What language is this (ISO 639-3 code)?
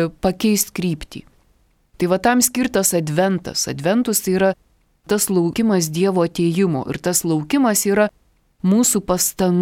lit